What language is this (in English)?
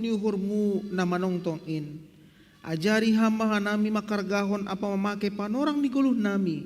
Batak Simalungun